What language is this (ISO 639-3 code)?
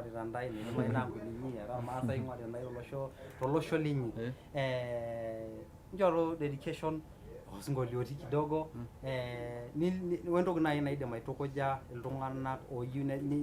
mas